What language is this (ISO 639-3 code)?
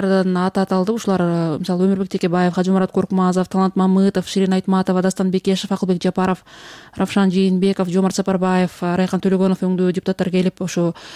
kir